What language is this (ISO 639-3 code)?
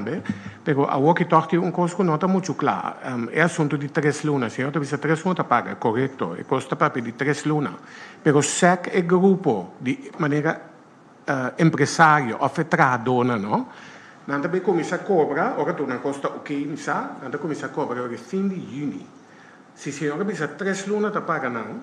pap